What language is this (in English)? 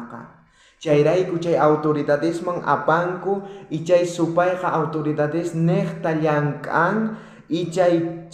South Bolivian Quechua